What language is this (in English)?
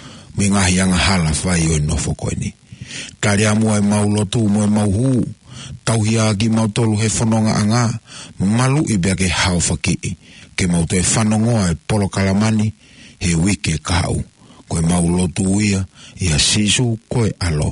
Tongan